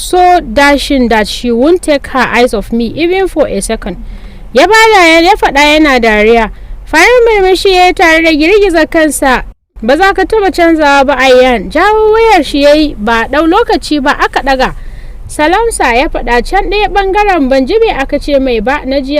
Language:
Hausa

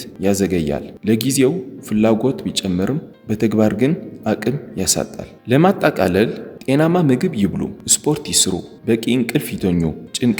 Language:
Amharic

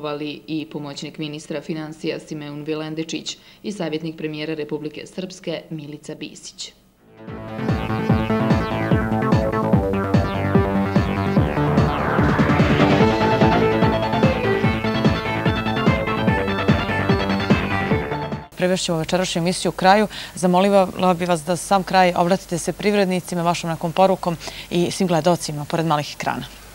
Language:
Serbian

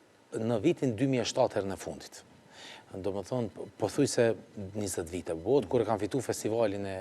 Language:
Albanian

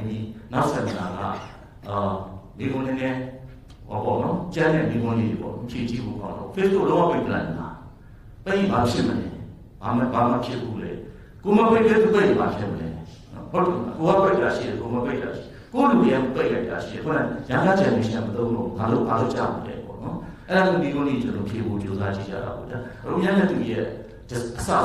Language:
Burmese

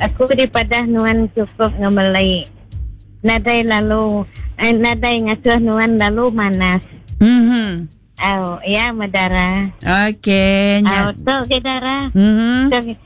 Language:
Iban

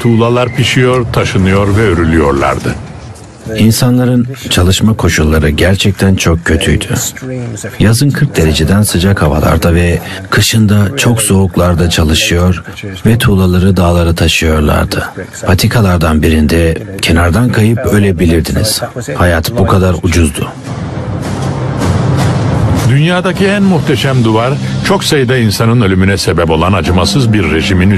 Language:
Turkish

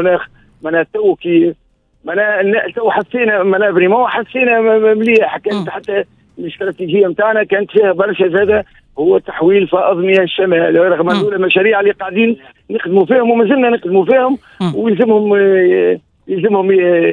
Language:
Tunisian Arabic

